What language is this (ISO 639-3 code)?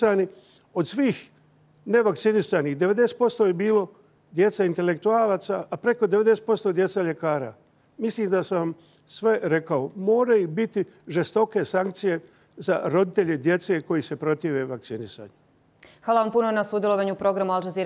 bos